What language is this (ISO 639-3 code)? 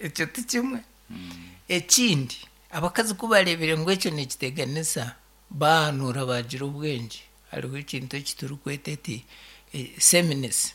nyn